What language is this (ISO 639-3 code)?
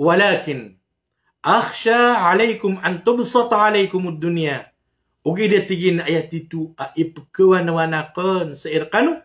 mrw